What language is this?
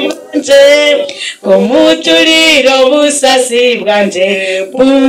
Nyankole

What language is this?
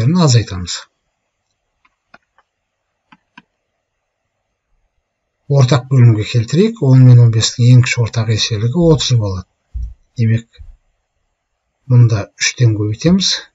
Kazakh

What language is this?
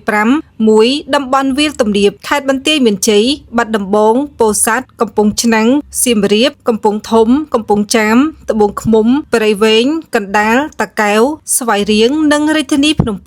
Khmer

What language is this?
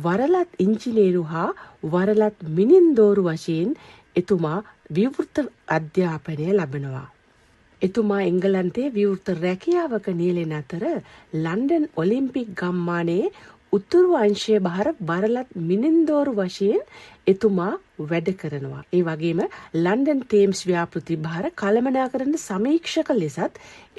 Sinhala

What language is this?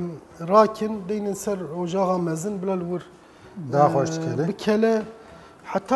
Kurdish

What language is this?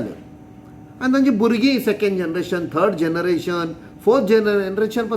Konkani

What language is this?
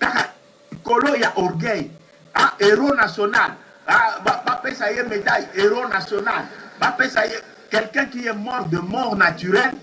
Lingala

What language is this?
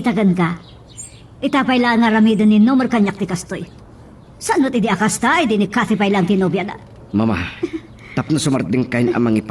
Iloko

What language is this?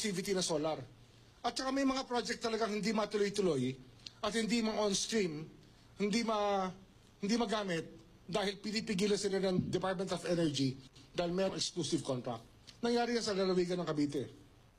Filipino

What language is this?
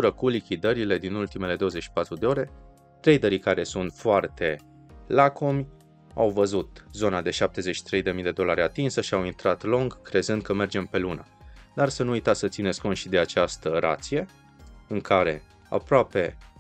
Romanian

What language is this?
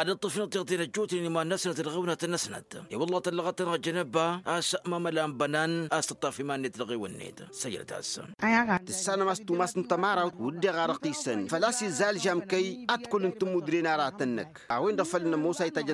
Tamasheq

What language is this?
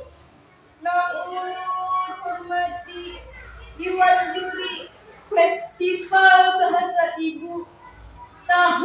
Banjar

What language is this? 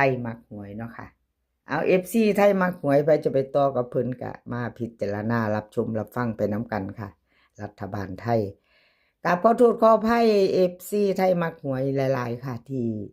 Northeastern Thai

